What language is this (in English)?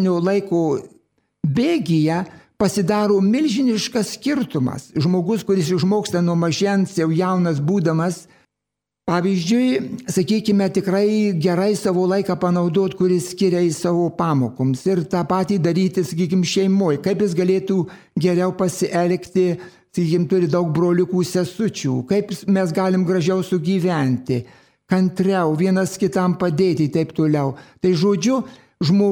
Lithuanian